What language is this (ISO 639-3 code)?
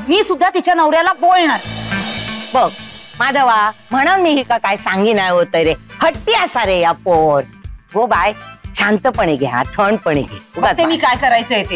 mar